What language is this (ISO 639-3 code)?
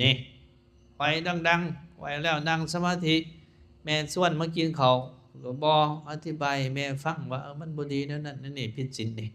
lao